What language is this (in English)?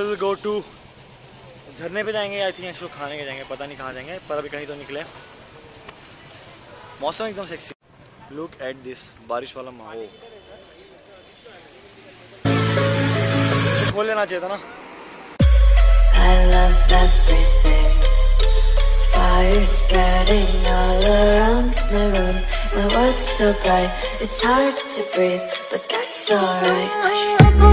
Hindi